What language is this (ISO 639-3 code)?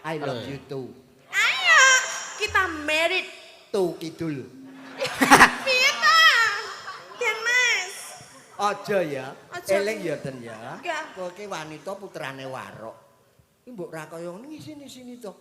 jav